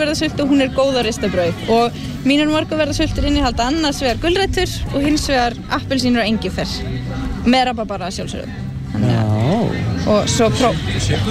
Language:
Icelandic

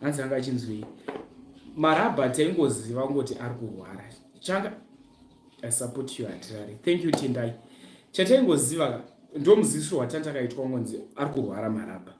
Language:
Shona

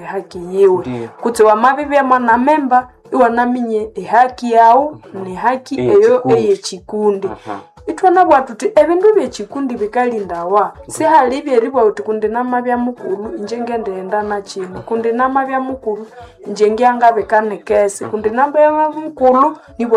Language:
Nande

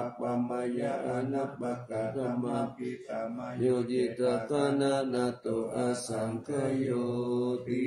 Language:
Pali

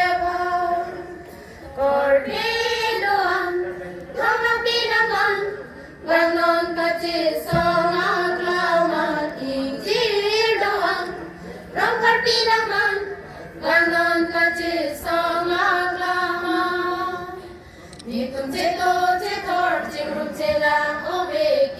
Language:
Karbi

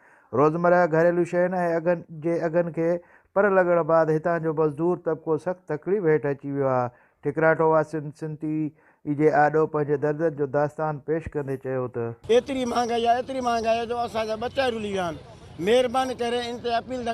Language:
Sindhi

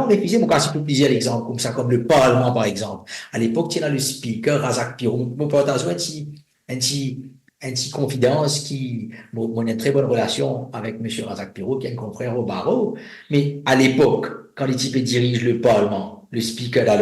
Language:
Morisyen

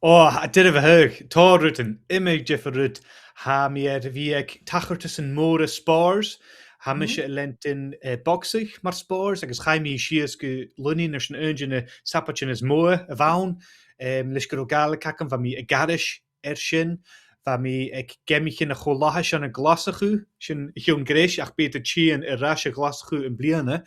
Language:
Scottish Gaelic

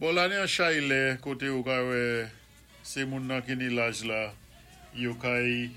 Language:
Saint Lucian Creole French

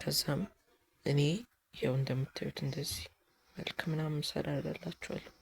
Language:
Amharic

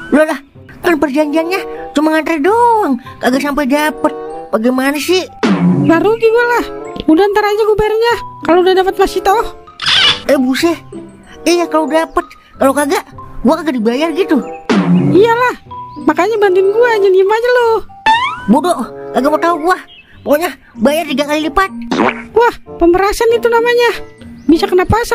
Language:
Betawi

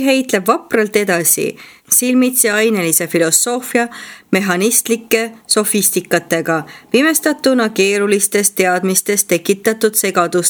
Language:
Estonian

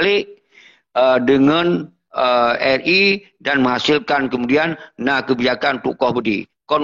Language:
Achinese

